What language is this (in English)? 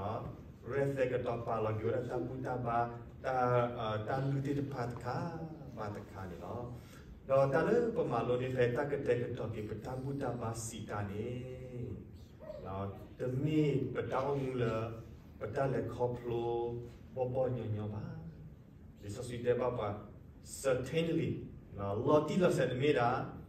S'gaw Karen